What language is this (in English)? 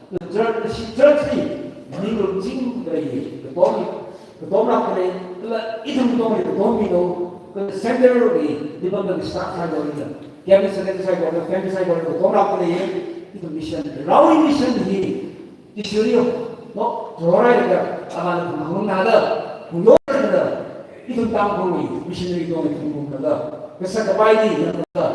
Tangkhul Naga (India)